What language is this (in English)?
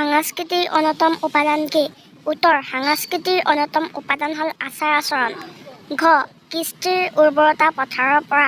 Assamese